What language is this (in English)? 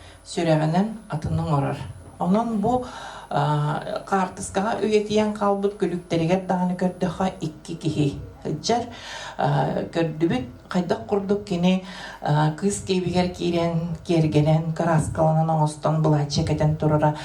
Yakut